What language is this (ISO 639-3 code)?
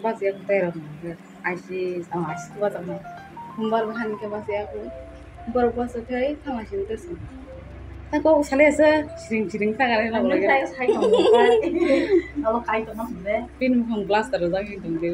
trp